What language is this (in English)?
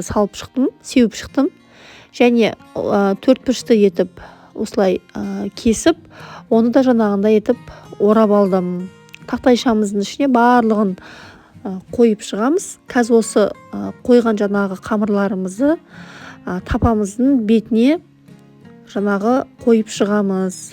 Kazakh